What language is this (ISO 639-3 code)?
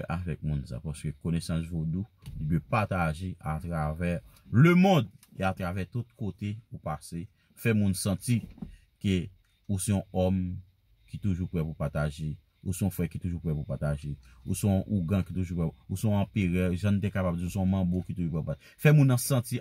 hat